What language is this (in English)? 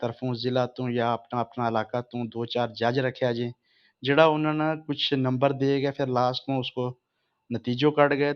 Gujari